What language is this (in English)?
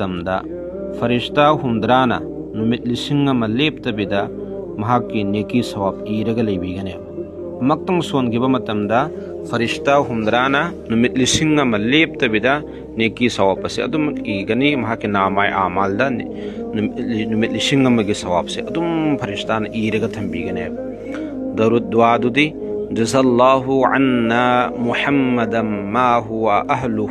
Manipuri